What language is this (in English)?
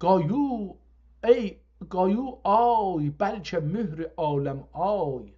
South Azerbaijani